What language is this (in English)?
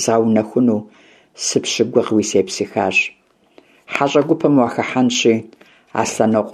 Kabardian